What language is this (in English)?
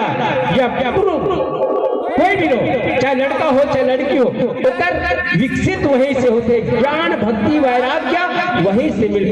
Chhattisgarhi